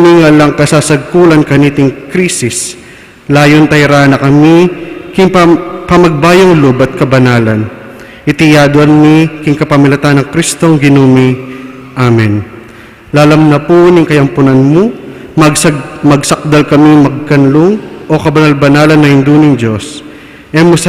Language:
Pampanga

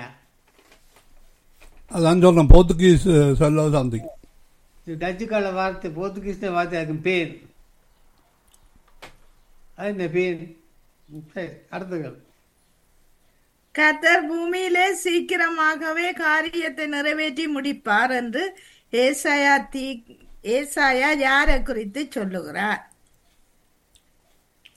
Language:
Tamil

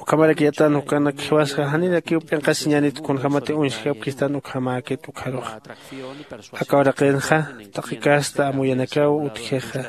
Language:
Aymara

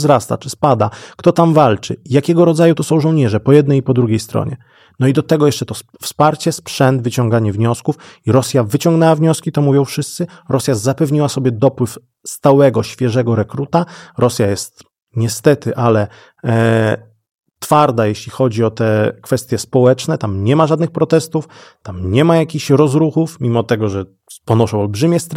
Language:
Polish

